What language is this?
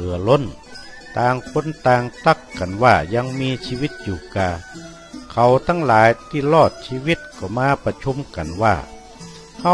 Northern Thai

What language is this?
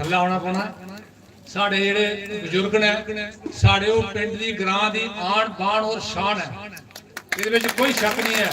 Dogri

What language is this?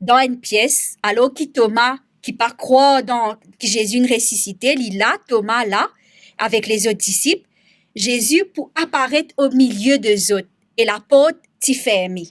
Morisyen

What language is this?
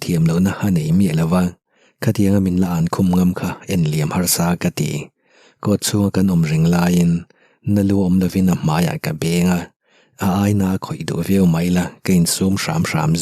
Mizo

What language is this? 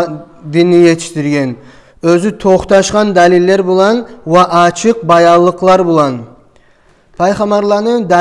Kumyk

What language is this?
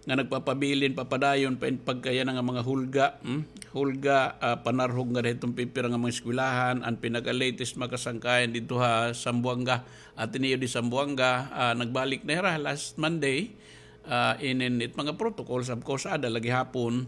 Waray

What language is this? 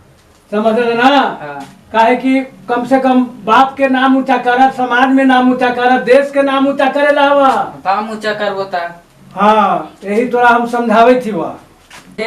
Magahi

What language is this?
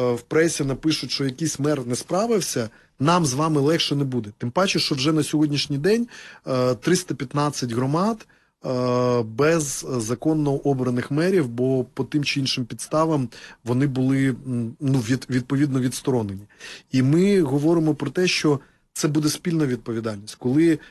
Ukrainian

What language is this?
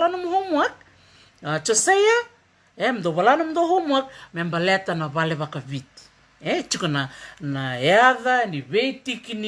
Fijian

